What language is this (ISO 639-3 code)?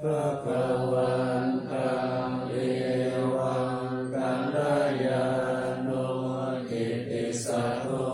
pli